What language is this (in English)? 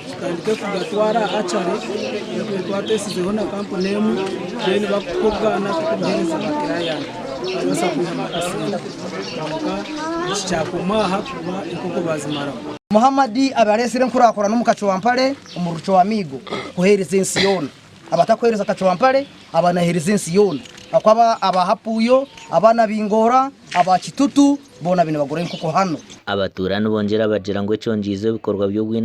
Nyankole